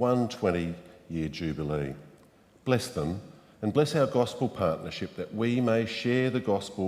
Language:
Batak Simalungun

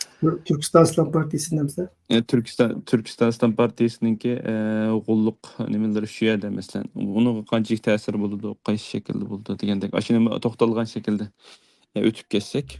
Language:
Uyghur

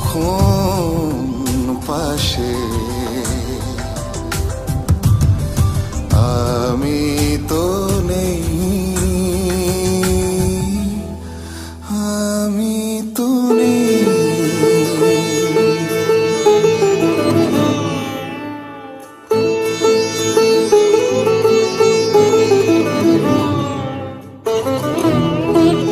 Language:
Bangla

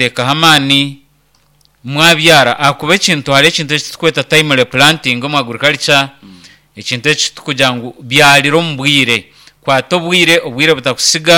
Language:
Nyankole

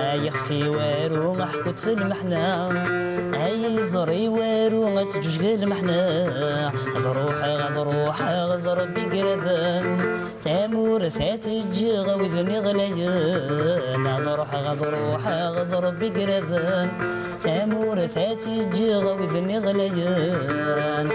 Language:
Kabyle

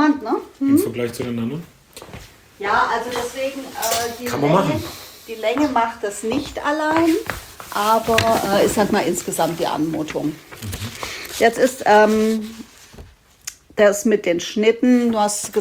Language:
German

